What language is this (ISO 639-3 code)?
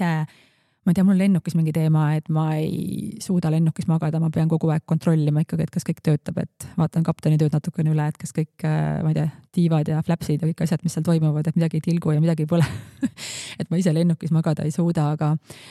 est